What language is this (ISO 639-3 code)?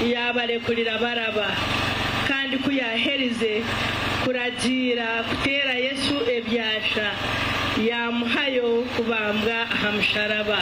nyn